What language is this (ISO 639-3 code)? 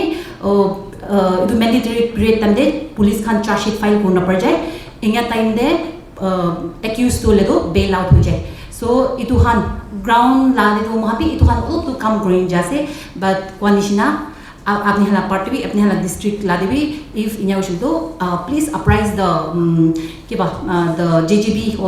nag